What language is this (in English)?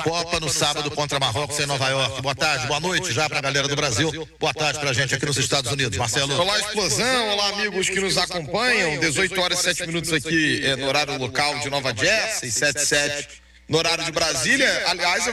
Portuguese